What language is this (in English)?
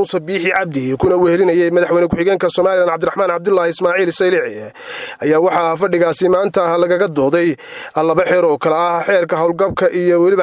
Somali